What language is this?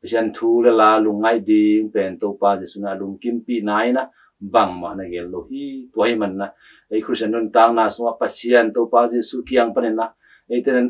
Tedim Chin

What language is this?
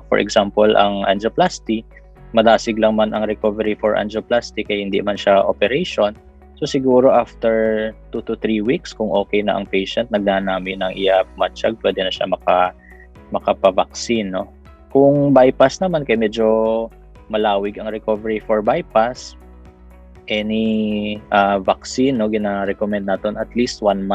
Hiligaynon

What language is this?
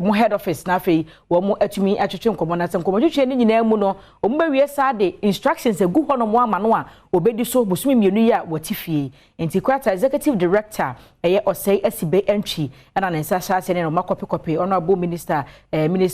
Akan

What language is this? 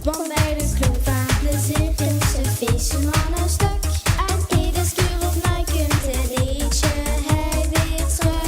Limburgish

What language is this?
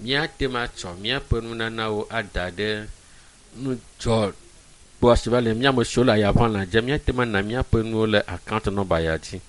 Ewe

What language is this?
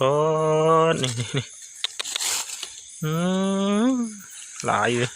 Northeastern Thai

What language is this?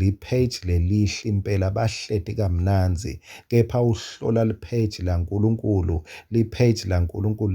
Swati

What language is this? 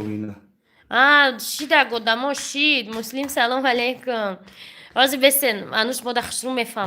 Tajik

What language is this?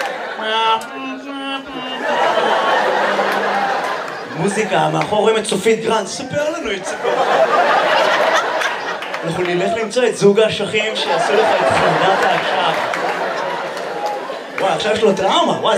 Hebrew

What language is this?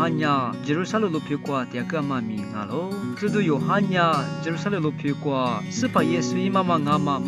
Lisu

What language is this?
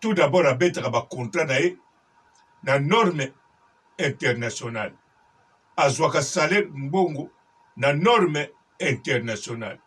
Lingala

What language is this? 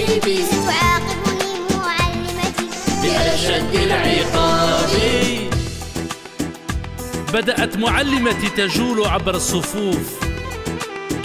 Algerian Arabic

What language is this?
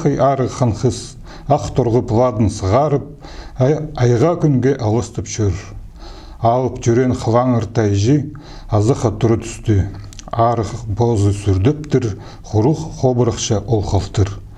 Khakas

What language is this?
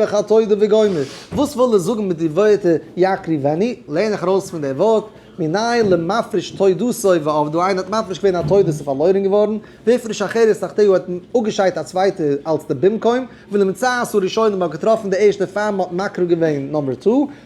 Yiddish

